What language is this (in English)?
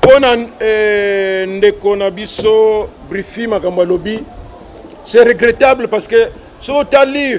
Lingala